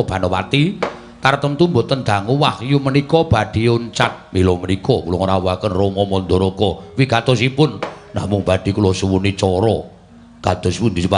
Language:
Javanese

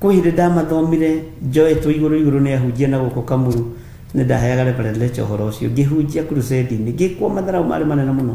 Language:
Kikuyu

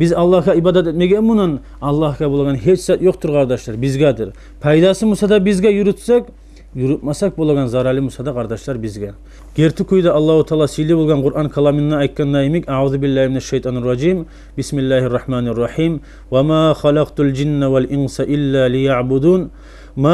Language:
Kumyk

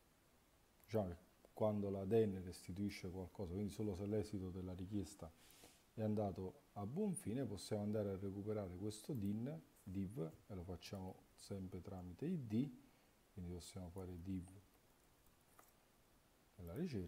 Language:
Italian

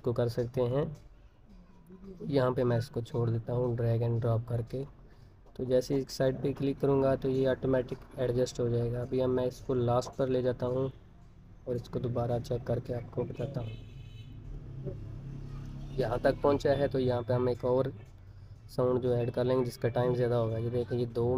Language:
Hindi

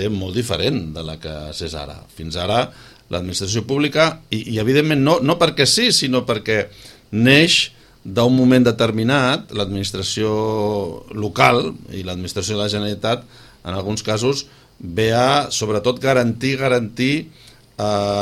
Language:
Catalan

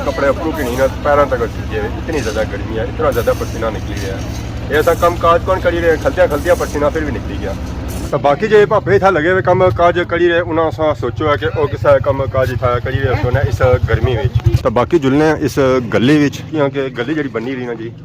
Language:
Pahari-Potwari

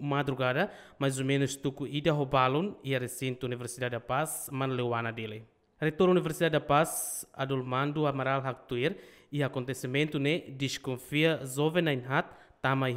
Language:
Tetum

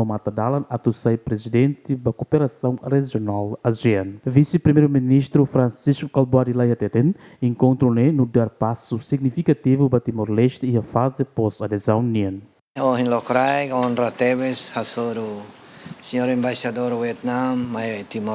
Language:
Tetum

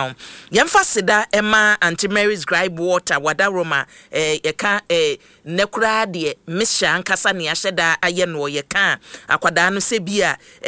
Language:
Akan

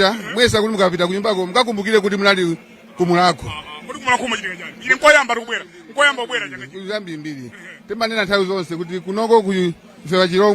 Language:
Nyanja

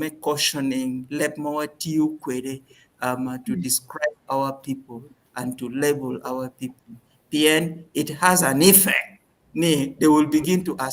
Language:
Acoli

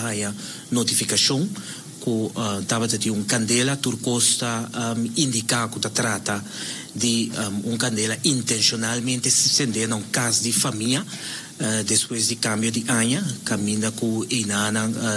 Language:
Papiamento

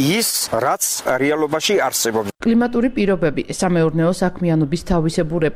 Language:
Georgian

